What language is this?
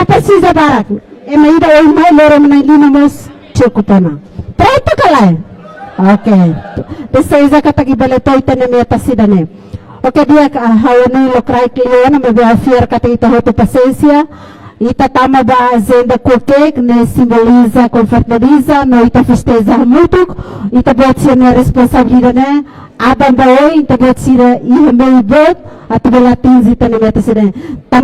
Tetum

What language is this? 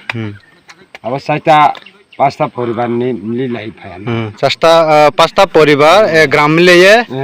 Riang (India)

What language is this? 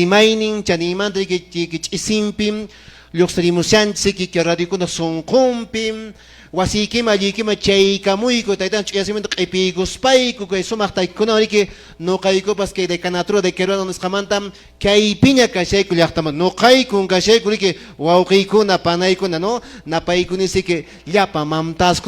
Quechua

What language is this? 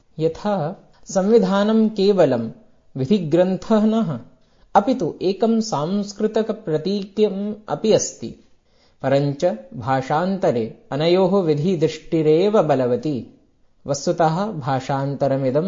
Sanskrit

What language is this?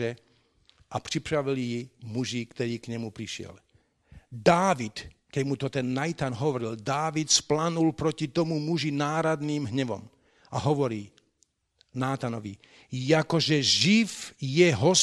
Slovak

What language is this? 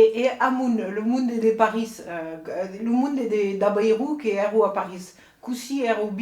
Occitan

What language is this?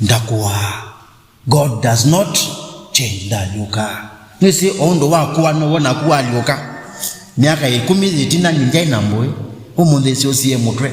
Kamba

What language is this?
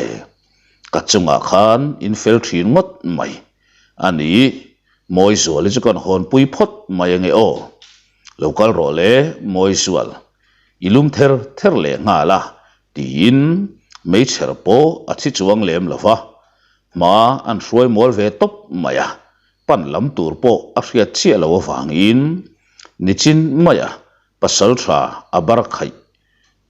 Mizo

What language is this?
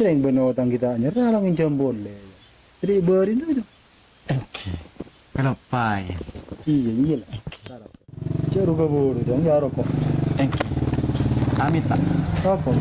Madurese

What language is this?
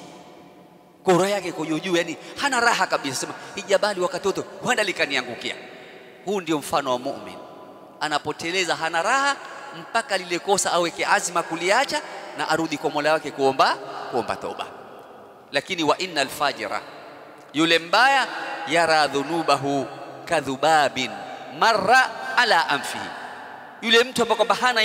Swahili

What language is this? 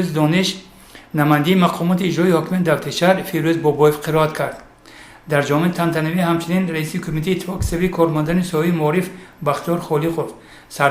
Tajik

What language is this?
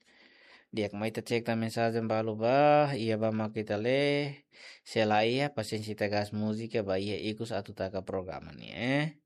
Tetum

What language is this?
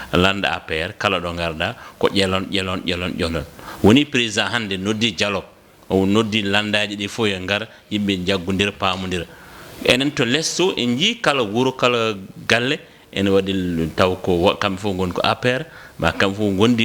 Fula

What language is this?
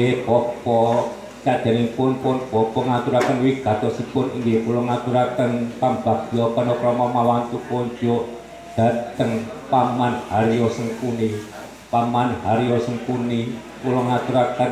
Javanese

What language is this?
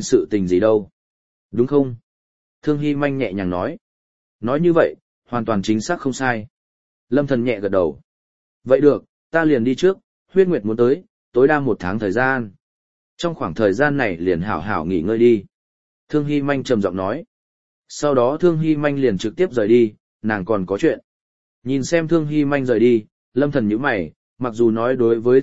Vietnamese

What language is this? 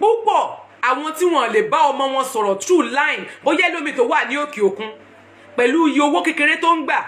Yoruba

